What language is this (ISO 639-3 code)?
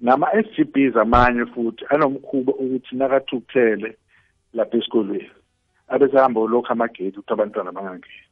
nbl